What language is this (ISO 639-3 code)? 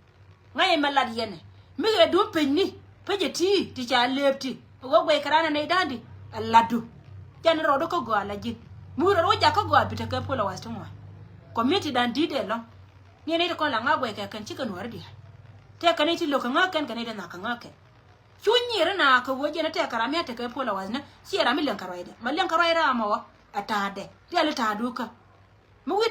nus